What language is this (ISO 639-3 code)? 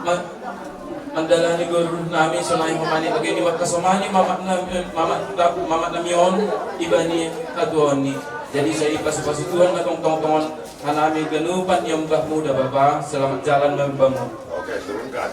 bts